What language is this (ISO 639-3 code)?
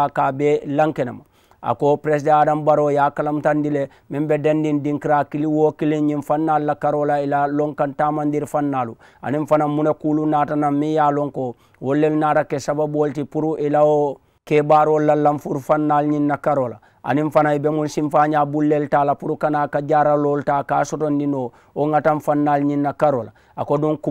man